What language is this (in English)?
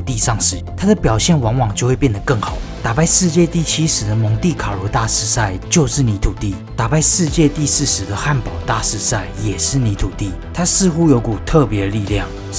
Chinese